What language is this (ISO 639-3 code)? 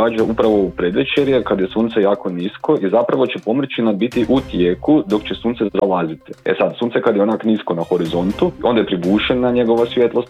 hrv